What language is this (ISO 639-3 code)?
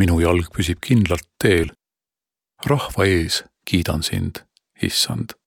est